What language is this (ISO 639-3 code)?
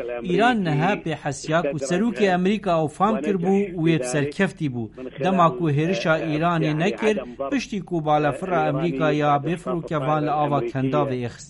kur